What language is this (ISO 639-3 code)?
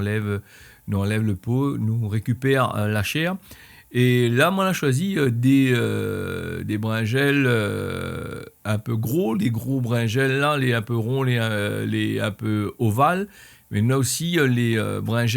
rcf